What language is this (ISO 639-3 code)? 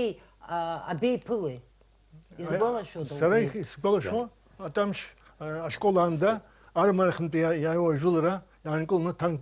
abk